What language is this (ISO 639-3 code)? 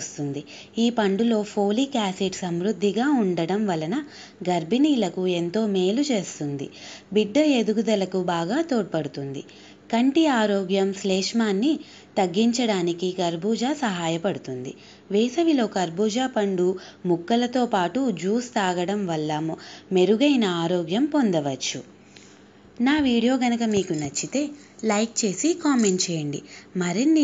tel